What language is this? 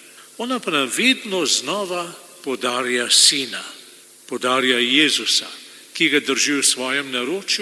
Slovenian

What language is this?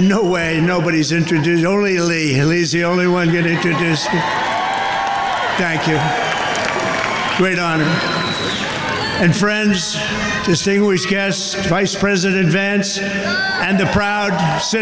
English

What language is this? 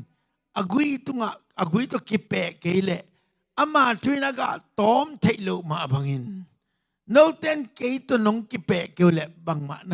Tedim Chin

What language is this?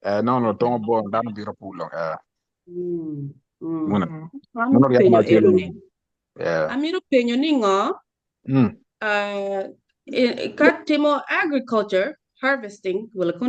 Acoli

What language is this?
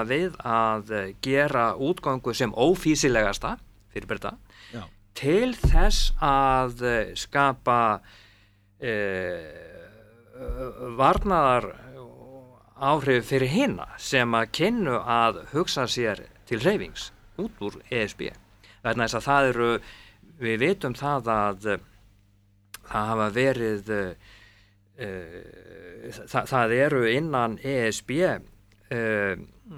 Icelandic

